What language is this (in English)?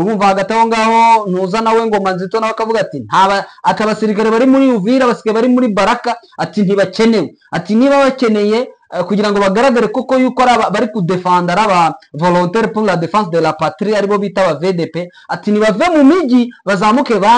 Kinyarwanda